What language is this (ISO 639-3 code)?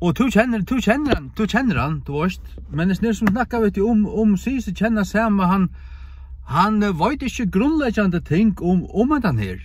fao